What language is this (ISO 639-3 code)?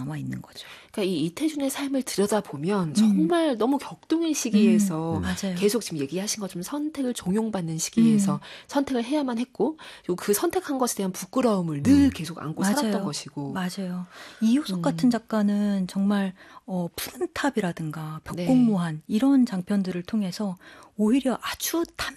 kor